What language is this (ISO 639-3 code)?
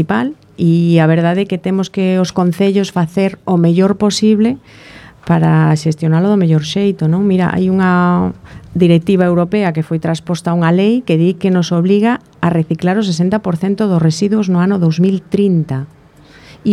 glg